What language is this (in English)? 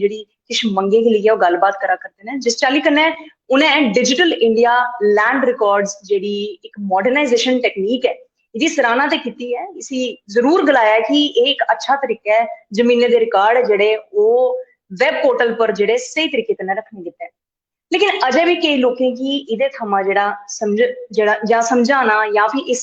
Dogri